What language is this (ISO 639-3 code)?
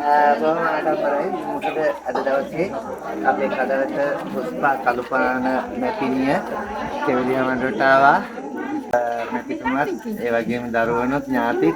sin